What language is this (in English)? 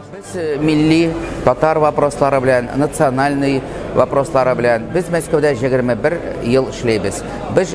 Tatar